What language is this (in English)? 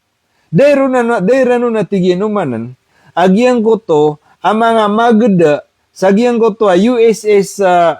Maranao